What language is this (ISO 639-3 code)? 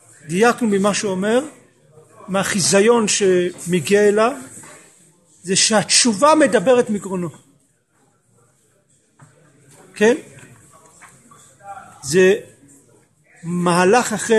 heb